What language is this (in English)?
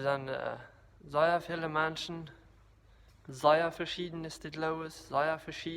Plautdietsch